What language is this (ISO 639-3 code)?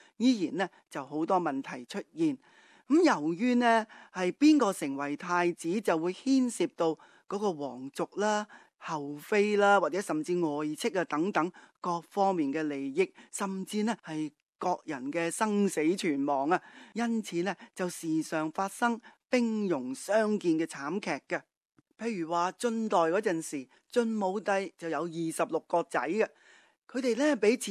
yue